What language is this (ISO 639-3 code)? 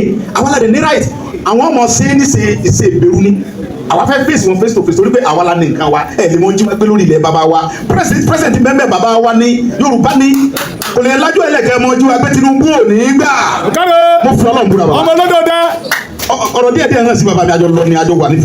yor